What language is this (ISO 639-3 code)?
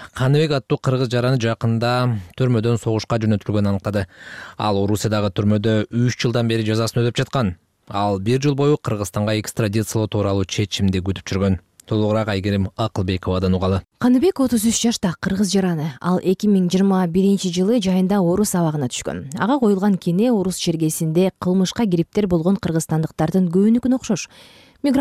kir